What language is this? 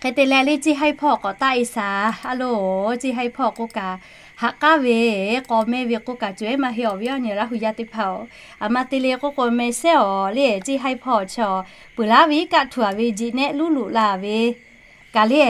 Lahu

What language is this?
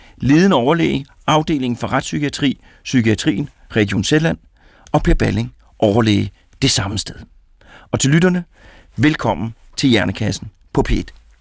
Danish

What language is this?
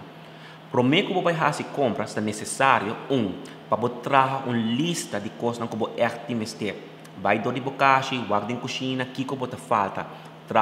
Papiamento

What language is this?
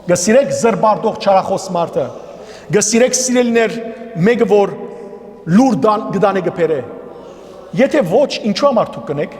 Western Armenian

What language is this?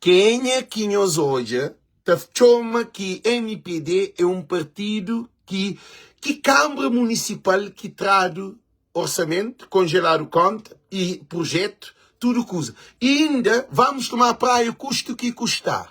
Kabuverdianu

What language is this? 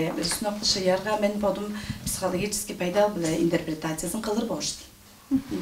Tuvinian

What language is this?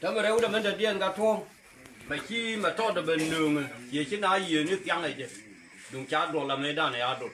Nuer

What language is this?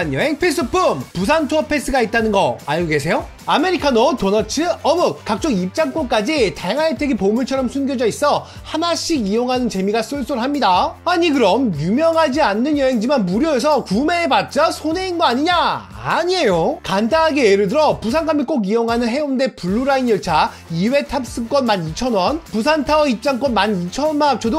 Korean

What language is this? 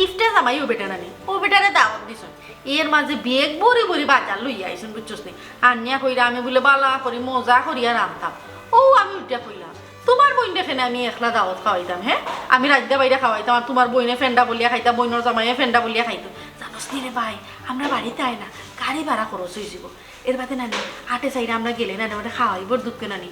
Sylheti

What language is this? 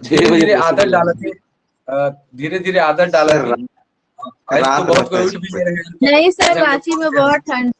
Sadri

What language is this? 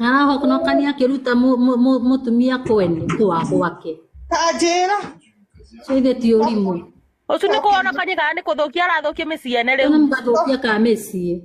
Kikuyu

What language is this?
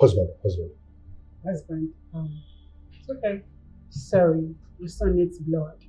Nigerian Pidgin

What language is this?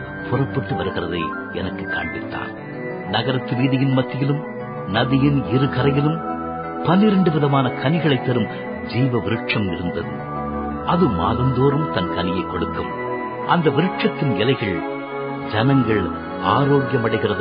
Tamil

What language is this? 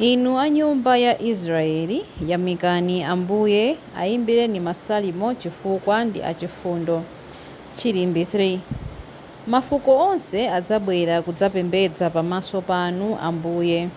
Nyanja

